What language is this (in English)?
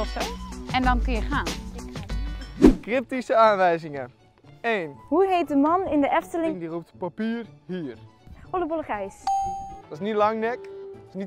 Dutch